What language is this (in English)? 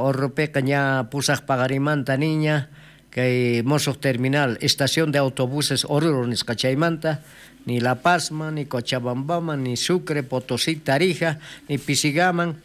South Bolivian Quechua